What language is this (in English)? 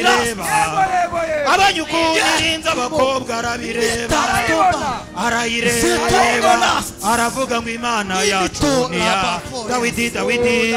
Kinyarwanda